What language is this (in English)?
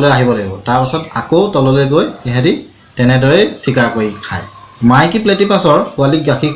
Assamese